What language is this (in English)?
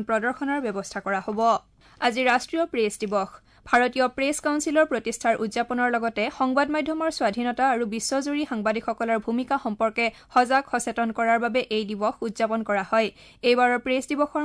Assamese